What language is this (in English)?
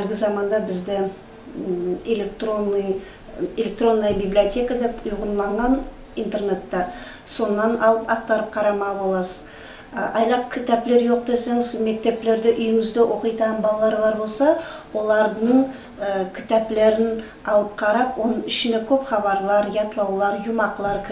Nogai